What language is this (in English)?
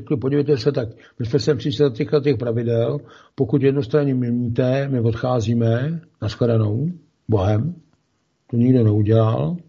Czech